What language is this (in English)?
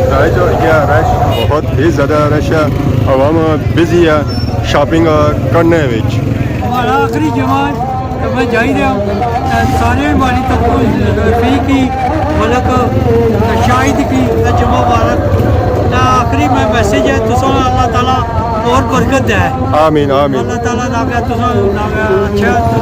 Pahari-Potwari